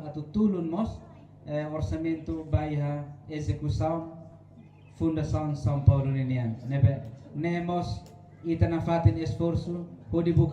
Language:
Tetum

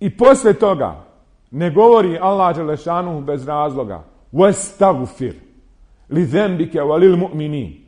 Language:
Bosnian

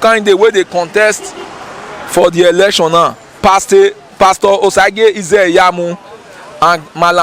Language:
Nigerian Pidgin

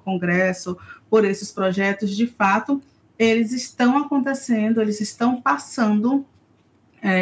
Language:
Portuguese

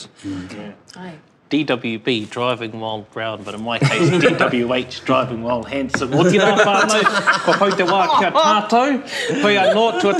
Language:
English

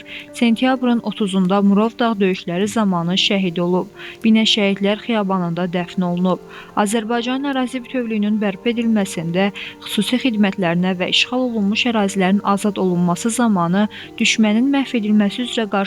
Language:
Azerbaijani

